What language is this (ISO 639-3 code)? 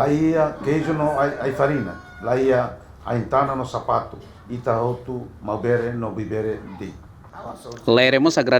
tet